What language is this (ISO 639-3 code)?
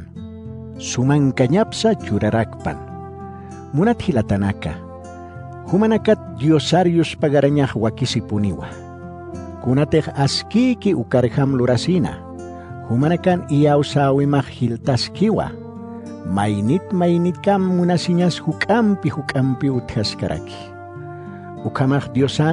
aym